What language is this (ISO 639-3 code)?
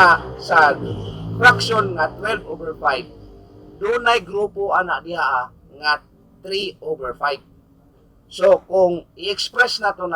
ceb